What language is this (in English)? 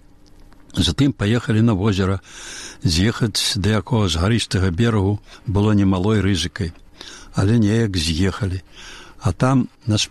Belarusian